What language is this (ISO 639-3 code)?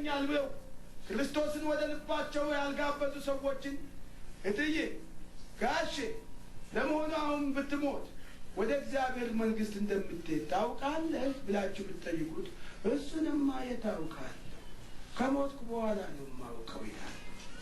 amh